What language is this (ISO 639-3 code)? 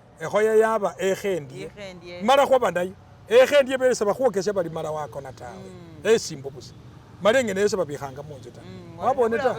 myx